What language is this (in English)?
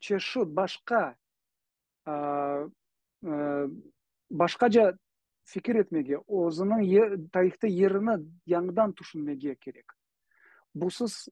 Crimean Tatar